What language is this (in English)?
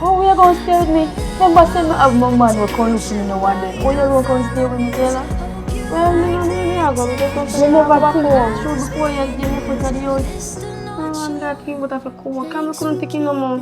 Jamaican Creole English